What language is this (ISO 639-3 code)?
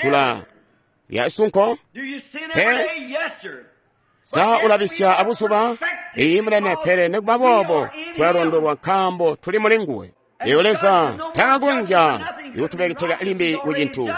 toi